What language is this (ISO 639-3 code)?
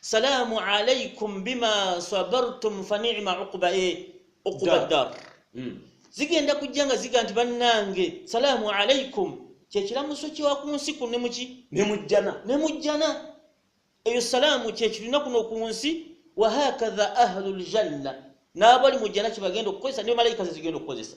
lug